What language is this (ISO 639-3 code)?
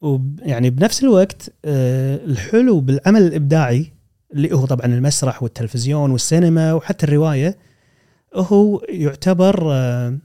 afb